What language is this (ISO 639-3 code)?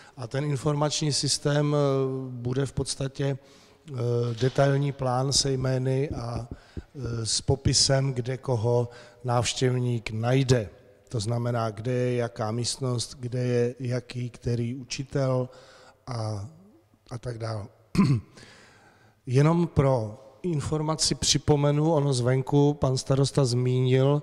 ces